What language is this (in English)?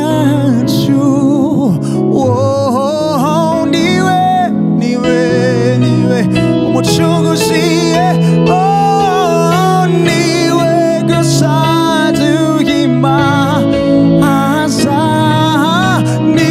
Kinyarwanda